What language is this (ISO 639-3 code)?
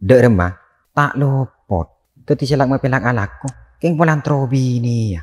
mad